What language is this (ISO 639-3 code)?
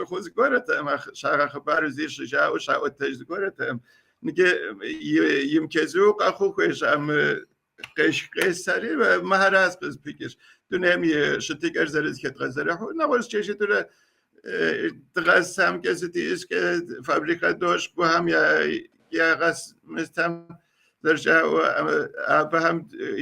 kbd